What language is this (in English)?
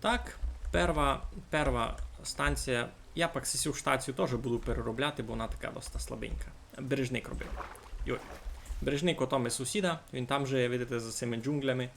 Rusyn